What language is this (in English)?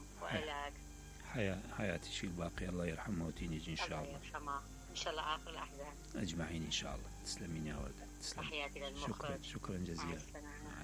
Mesopotamian Arabic